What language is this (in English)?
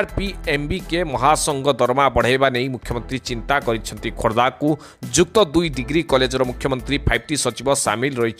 Odia